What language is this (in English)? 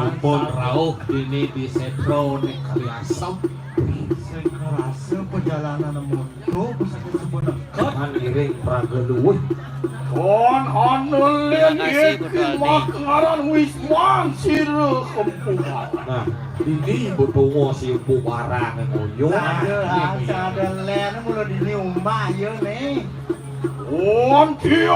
Balinese